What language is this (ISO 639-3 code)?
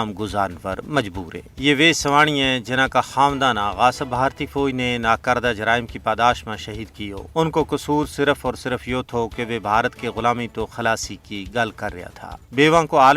gju